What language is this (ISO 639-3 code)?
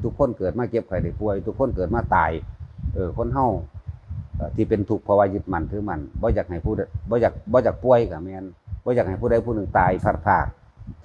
tts